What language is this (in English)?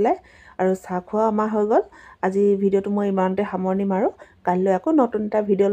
Assamese